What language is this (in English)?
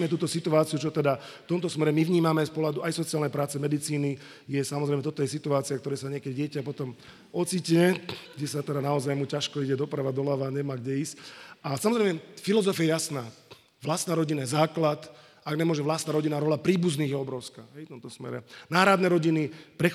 Slovak